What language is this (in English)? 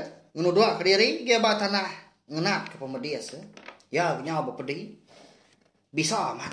Iban